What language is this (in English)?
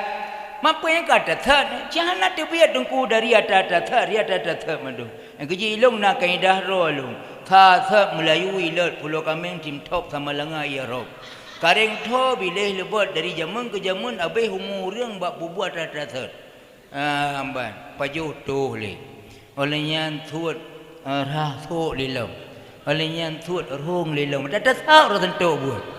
Achinese